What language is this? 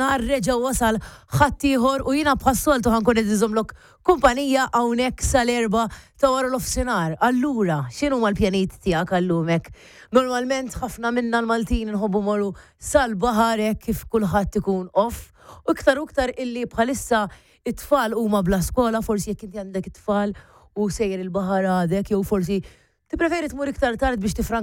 Maltese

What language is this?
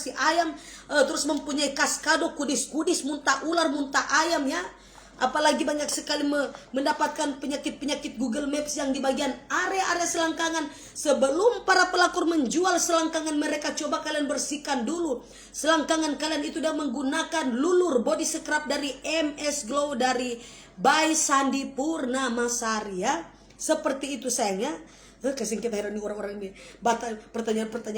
Manado Malay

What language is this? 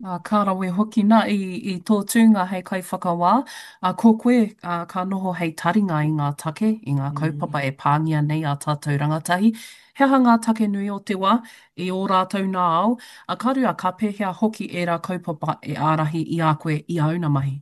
Māori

